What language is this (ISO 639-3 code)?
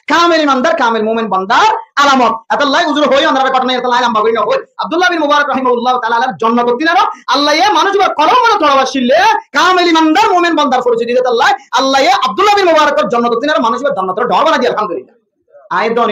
rhg